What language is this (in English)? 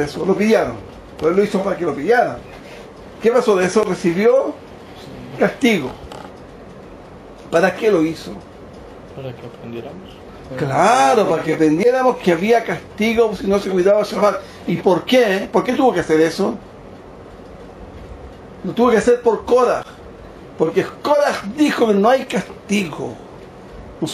Spanish